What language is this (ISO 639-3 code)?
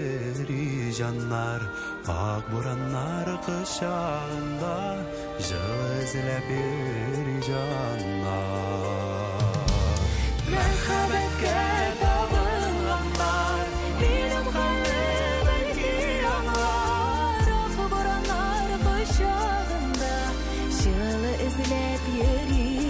tat